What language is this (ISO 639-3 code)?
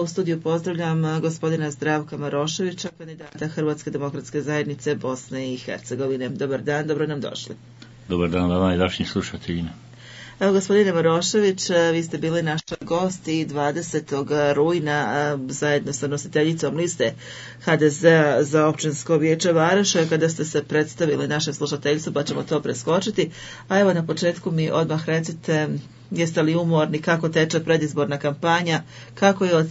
bos